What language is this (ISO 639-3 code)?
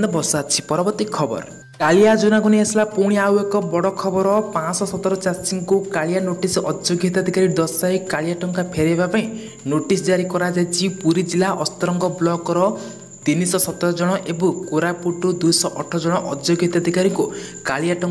ori